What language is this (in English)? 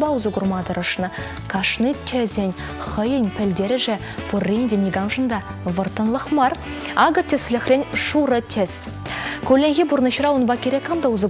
Chuvash